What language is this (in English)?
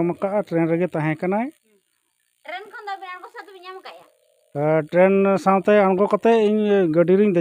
Santali